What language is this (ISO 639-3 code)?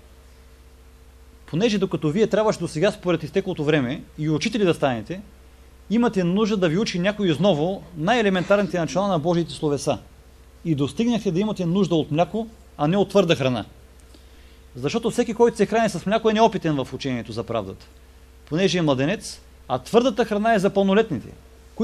bul